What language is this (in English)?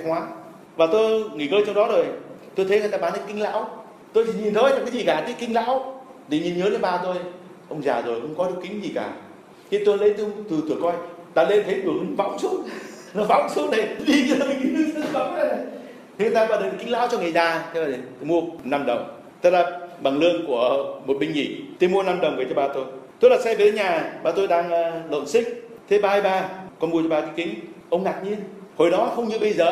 Vietnamese